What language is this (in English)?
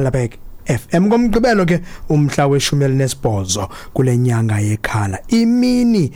Xhosa